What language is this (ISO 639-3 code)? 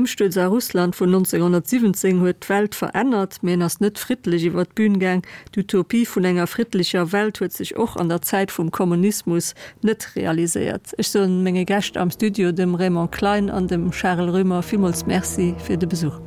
ltz